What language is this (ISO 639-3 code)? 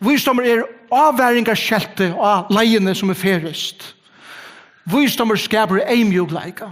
fao